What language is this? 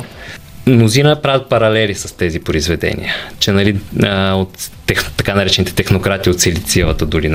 Bulgarian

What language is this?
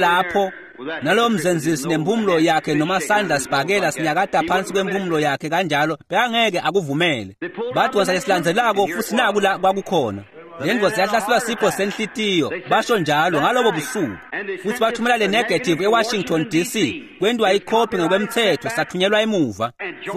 Swati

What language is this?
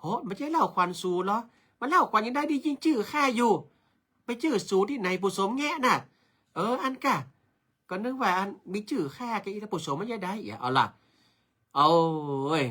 Northern Thai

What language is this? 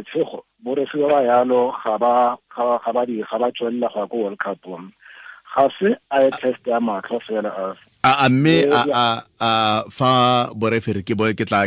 Tswana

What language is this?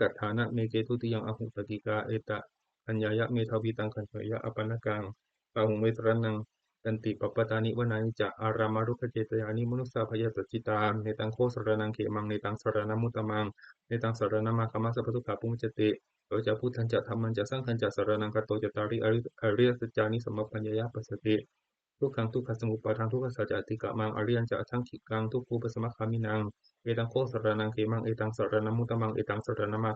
Pali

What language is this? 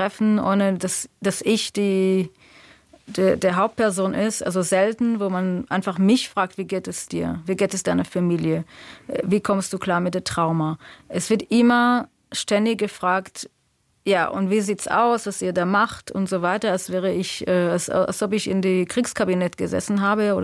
German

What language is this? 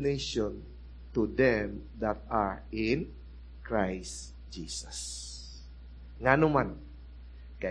Cebuano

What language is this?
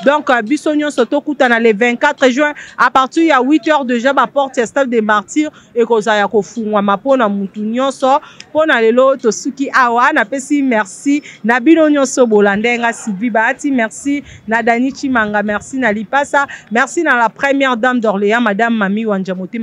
Lingala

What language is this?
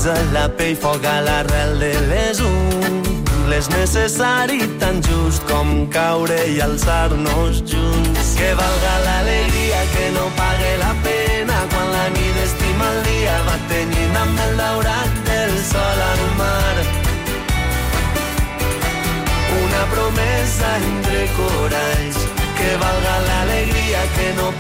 Catalan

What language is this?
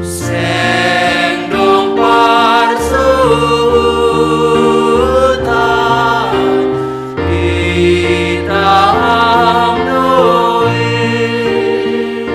Batak Simalungun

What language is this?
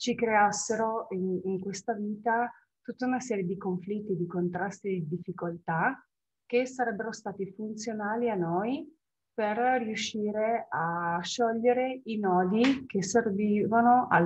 Italian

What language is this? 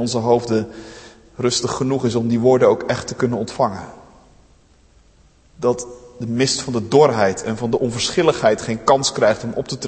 Dutch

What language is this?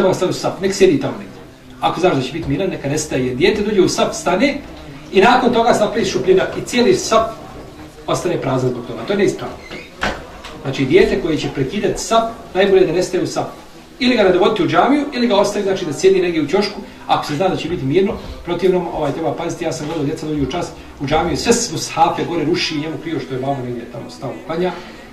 Bosnian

